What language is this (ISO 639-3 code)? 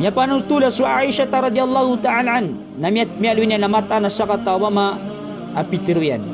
mrw